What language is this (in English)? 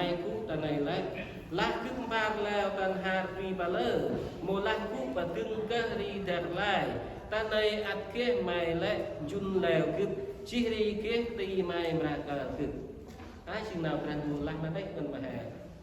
Central Mnong